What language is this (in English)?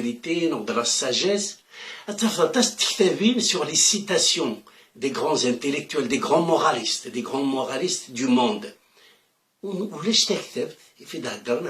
Kabyle